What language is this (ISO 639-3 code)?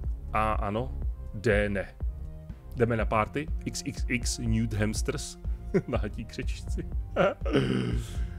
ces